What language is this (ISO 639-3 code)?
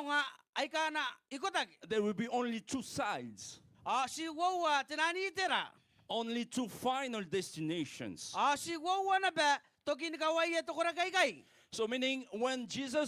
gil